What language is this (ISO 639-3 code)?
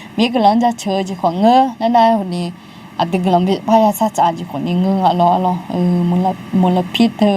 ahk